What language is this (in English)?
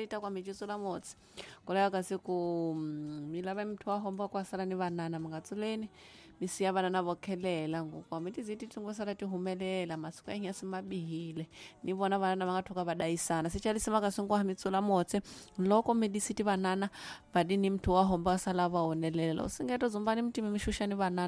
Tsonga